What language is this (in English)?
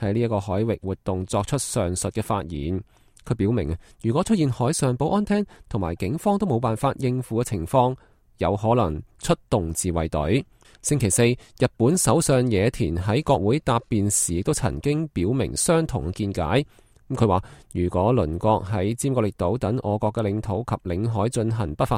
Cantonese